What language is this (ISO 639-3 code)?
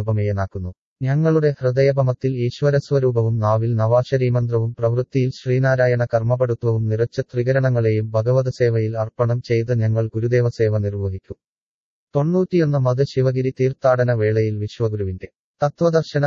mal